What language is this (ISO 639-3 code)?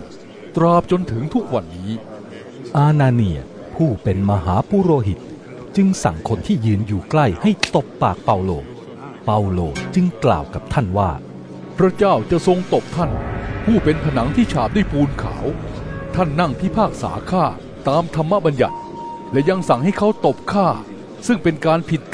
tha